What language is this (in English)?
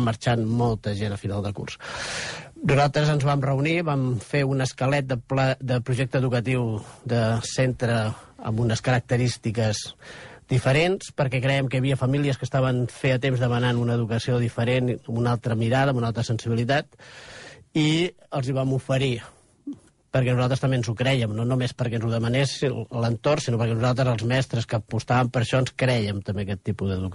Catalan